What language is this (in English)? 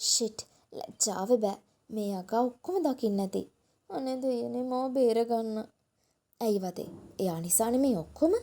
Sinhala